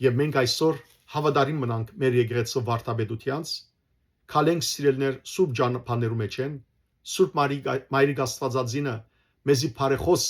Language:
Western Armenian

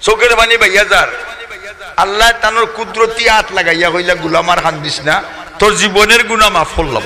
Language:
Sylheti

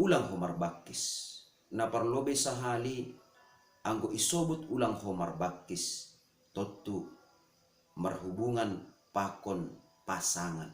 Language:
Batak Simalungun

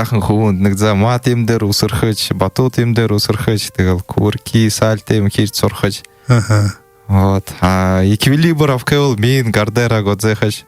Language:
Buriat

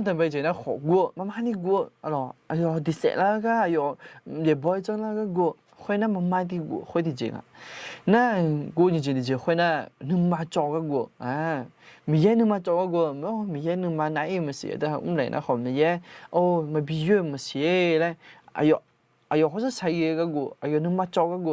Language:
Akha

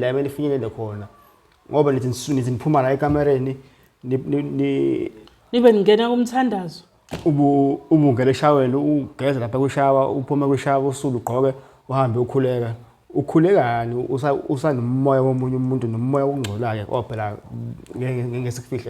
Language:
Zulu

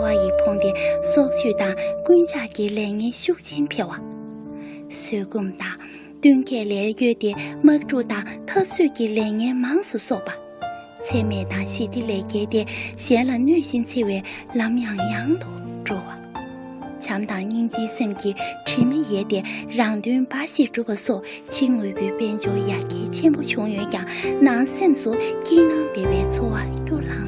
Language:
Tibetan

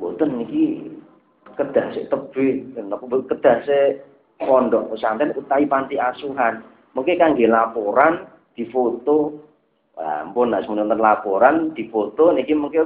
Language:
Javanese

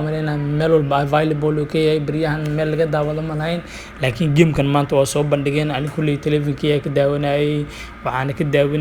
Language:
Somali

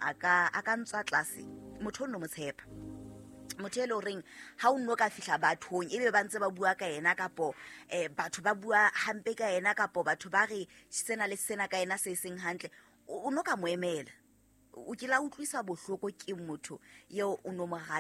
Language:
Southern Sotho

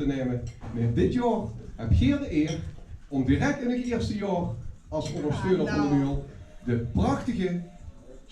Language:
Limburgish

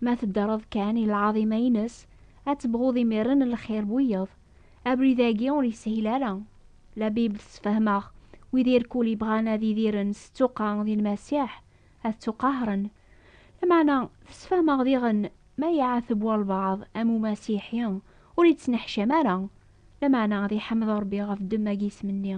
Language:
Kabyle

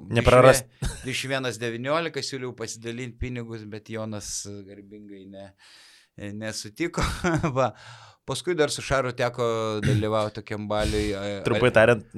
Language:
Lithuanian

